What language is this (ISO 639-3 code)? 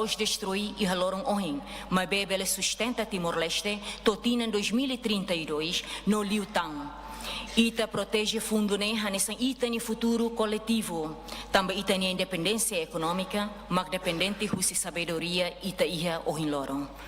tet